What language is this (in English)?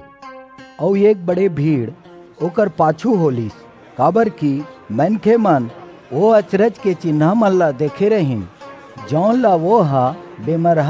Chhattisgarhi